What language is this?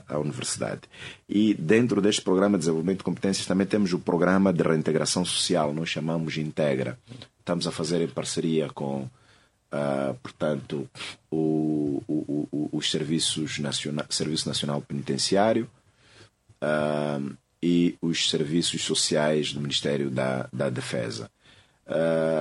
Portuguese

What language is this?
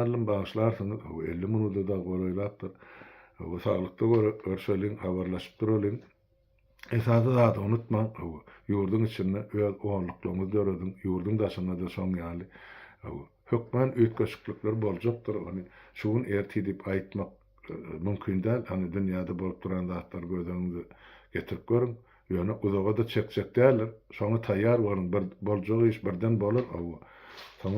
Turkmen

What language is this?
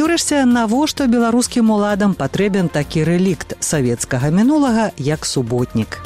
Belarusian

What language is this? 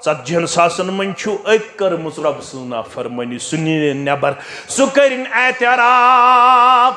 Kashmiri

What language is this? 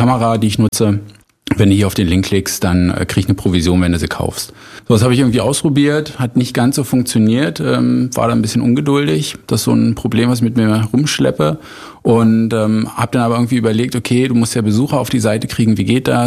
German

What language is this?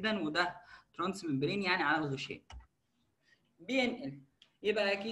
Egyptian Arabic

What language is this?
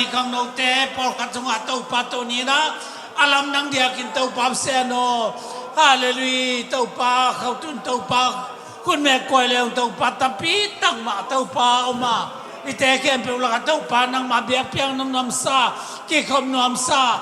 Tedim Chin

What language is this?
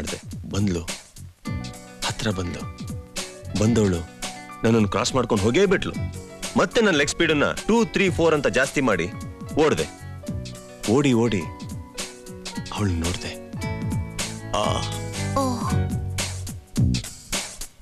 Kannada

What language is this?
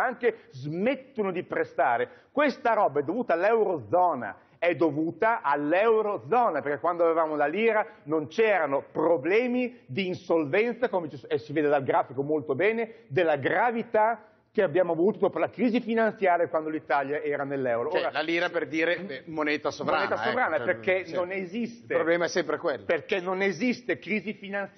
Italian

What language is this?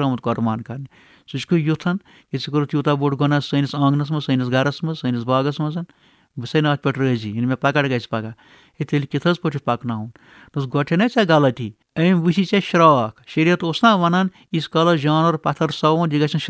Kashmiri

